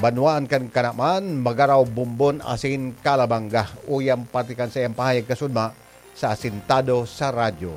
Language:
Bikol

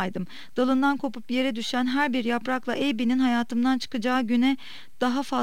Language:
Turkish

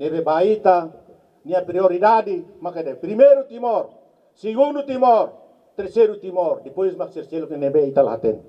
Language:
Tetum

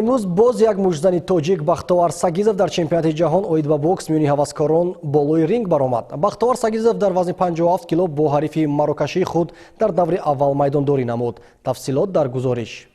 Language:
Tajik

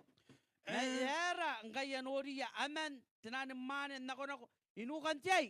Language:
Gilbertese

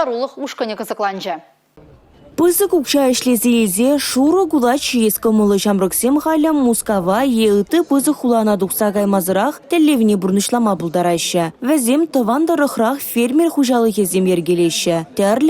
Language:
Chuvash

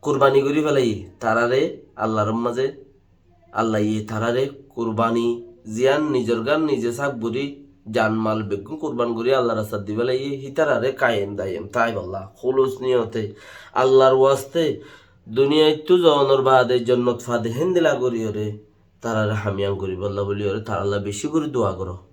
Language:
Rohingya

